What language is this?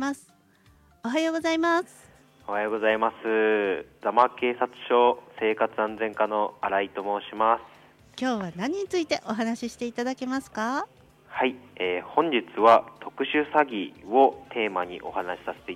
Japanese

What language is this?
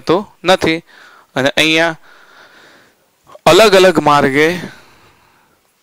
Gujarati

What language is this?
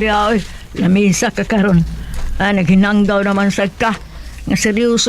Cebuano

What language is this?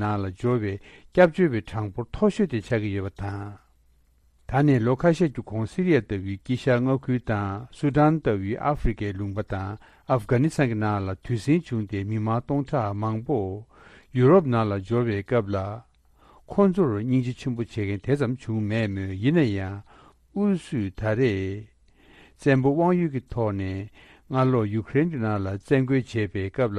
Tibetan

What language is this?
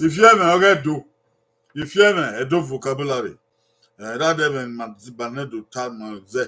Bini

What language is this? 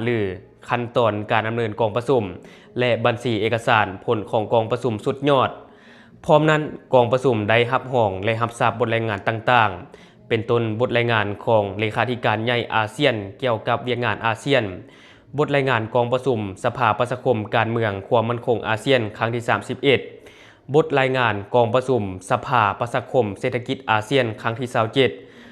Lao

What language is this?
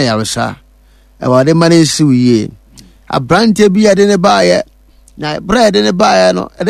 Akan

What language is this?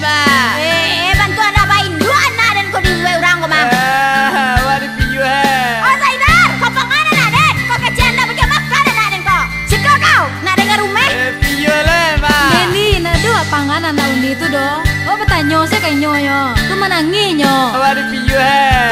Minangkabau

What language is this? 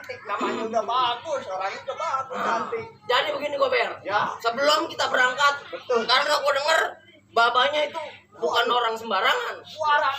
Betawi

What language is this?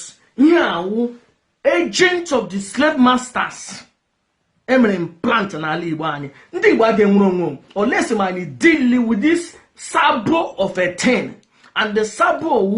Igbo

